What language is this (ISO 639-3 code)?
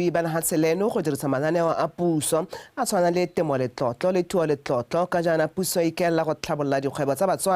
tsn